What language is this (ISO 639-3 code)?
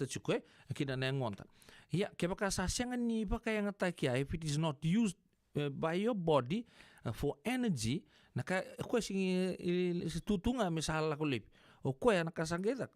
fij